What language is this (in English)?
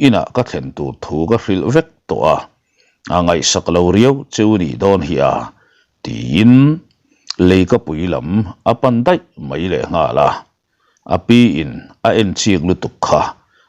Mizo